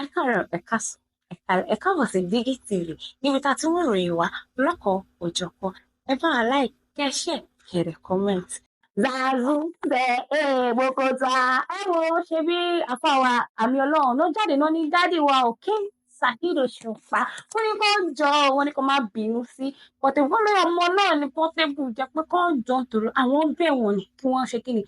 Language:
Yoruba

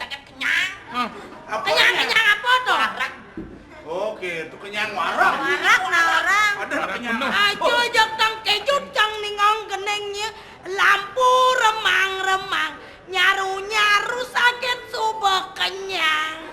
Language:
Balinese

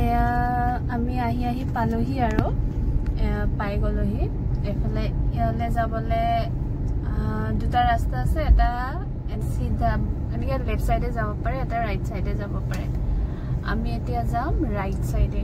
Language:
Assamese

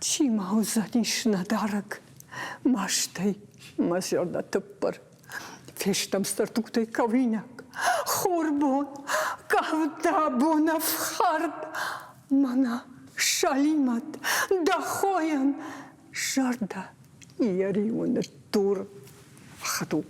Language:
Ossetic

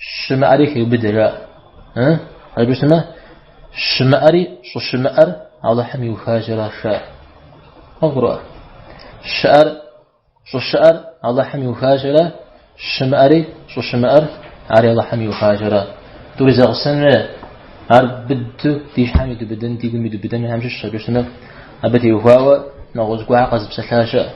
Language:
Kabardian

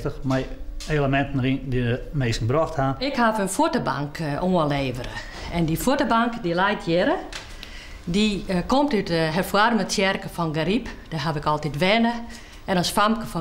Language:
Western Frisian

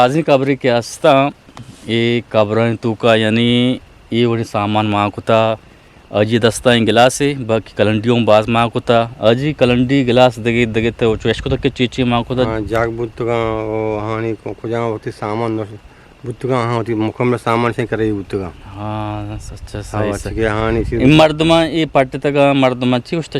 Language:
Eastern Balochi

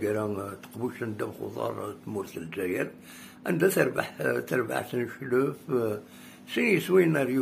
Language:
Kabyle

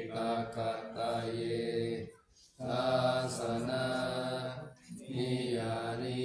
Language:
Pali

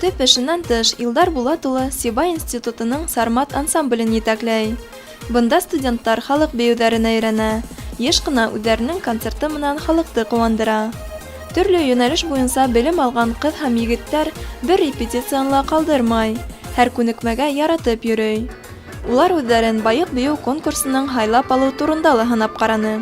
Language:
Bashkir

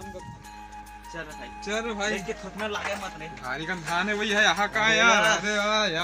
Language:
Chhattisgarhi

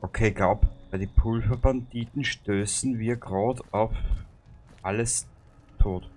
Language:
Bavarian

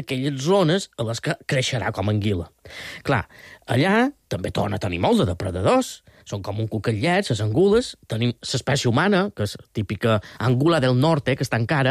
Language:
Catalan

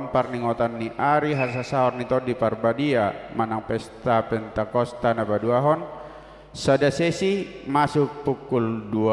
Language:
Batak Toba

